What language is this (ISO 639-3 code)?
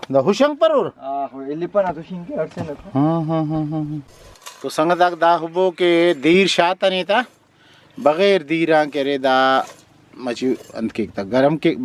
brh